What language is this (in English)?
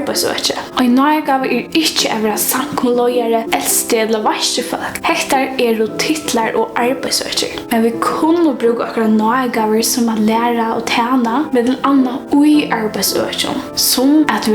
Faroese